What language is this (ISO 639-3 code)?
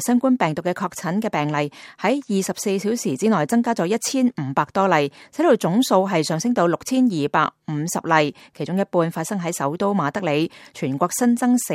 yue